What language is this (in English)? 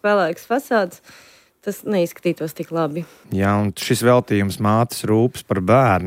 Latvian